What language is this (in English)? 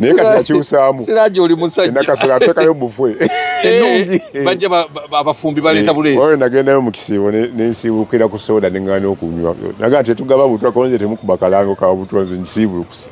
Ganda